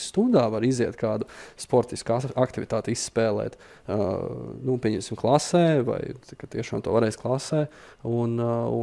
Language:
Latvian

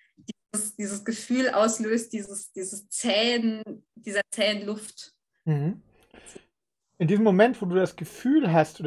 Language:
German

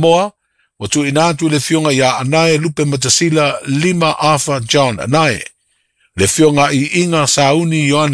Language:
Samoan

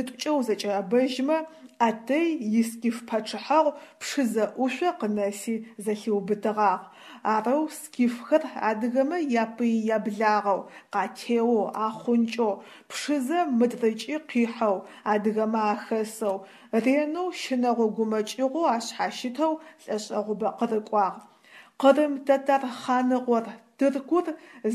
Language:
Adyghe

